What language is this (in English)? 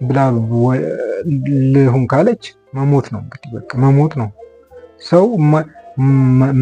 Amharic